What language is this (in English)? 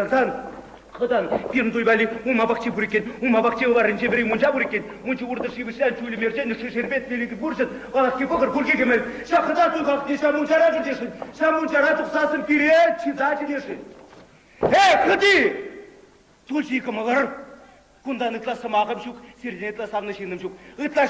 Chuvash